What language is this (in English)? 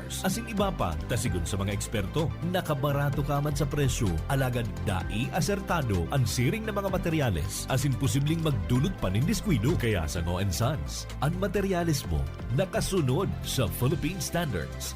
Bikol